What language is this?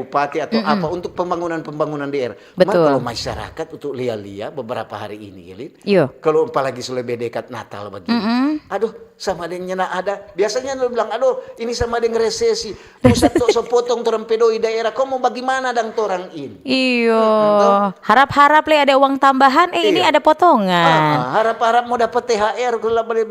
Manado Malay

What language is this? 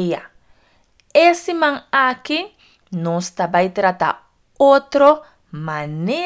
Papiamento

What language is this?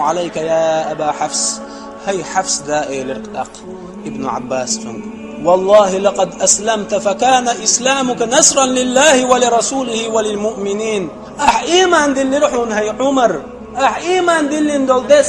Chechen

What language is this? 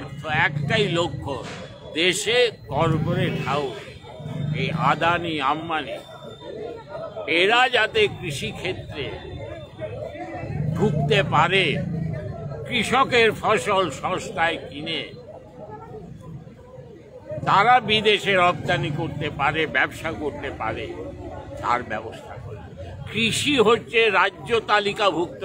Bangla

